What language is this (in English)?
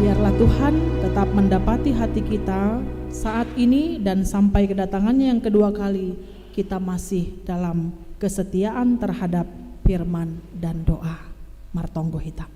Batak Simalungun